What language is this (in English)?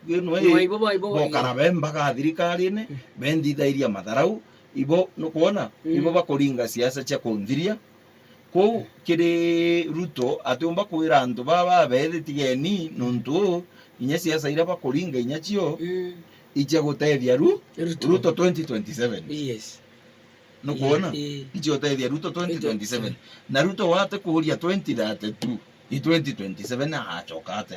Meru